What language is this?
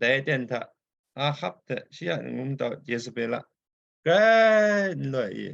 Kachin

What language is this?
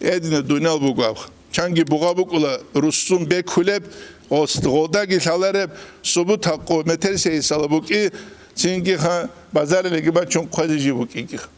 Avaric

